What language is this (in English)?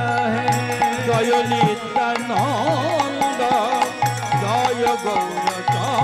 Bangla